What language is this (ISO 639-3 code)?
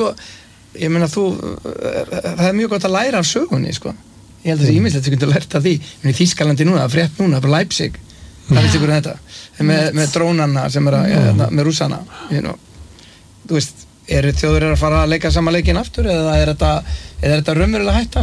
isl